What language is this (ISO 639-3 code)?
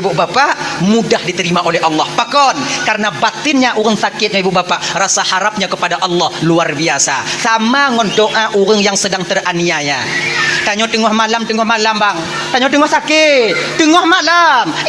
ace